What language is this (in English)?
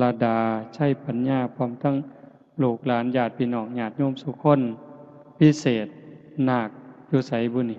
Northeastern Thai